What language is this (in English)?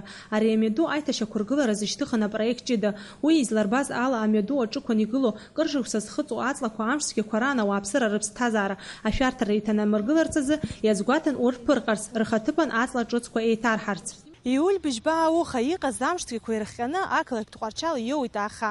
Abkhazian